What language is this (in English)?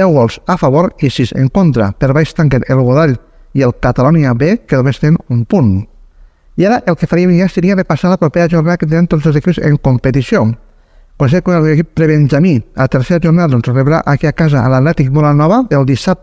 Catalan